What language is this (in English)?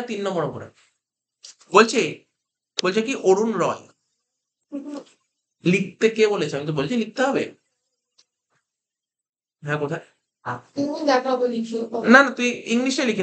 Bangla